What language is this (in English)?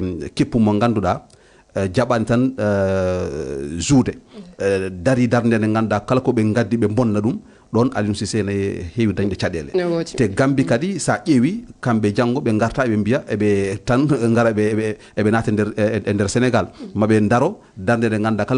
Fula